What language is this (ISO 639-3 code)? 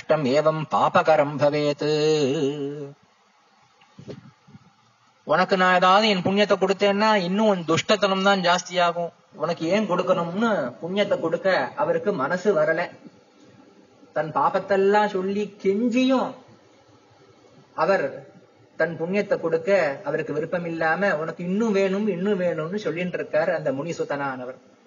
tam